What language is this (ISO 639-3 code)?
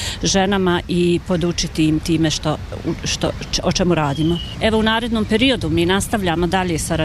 bos